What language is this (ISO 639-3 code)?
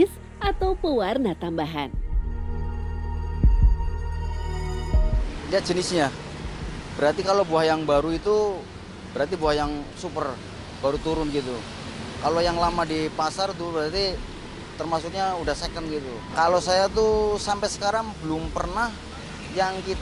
ind